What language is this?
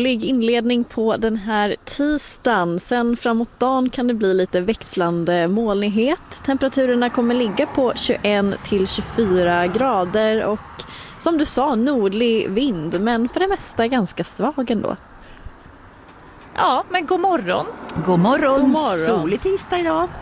Swedish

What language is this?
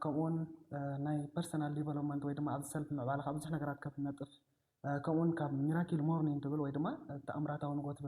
Tigrinya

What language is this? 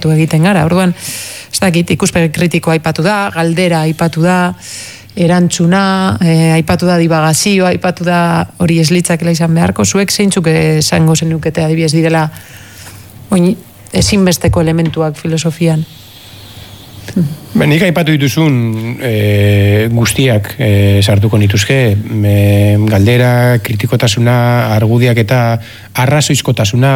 Basque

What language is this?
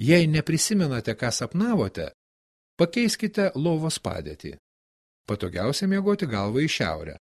Lithuanian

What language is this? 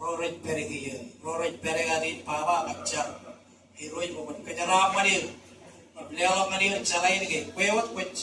Marshallese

